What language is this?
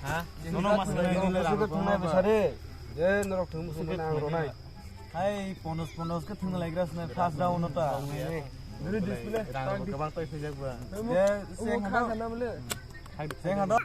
Kok Borok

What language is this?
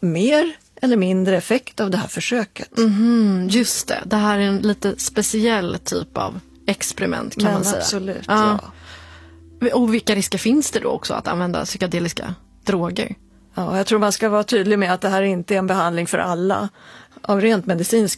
Swedish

